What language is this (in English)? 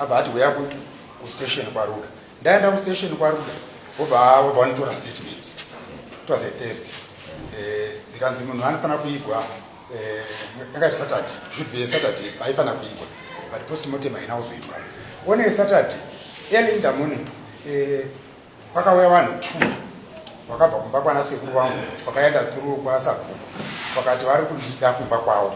Shona